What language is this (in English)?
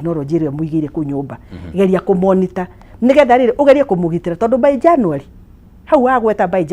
Kikuyu